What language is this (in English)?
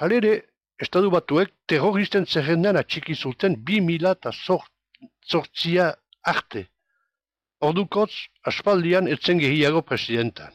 Basque